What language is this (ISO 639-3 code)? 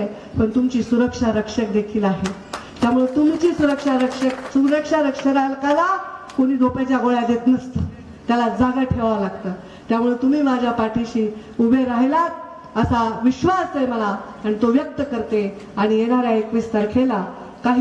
mar